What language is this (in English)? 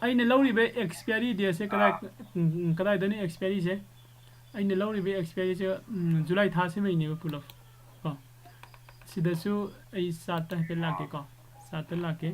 Manipuri